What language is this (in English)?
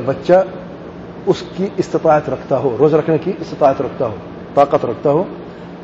Urdu